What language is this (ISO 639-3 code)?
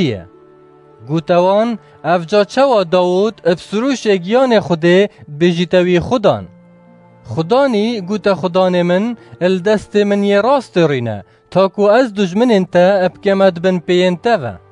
kur